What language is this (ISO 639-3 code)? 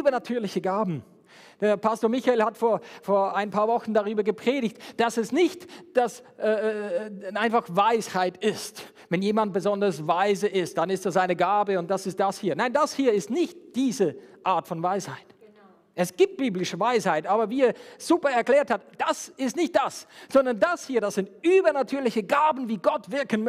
deu